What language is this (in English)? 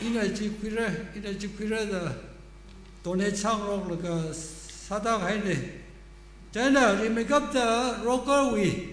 Tangkhul Naga (India)